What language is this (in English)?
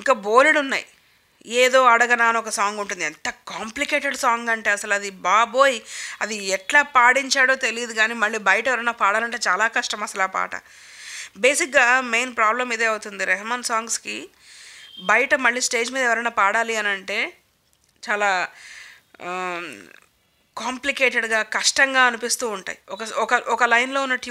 Telugu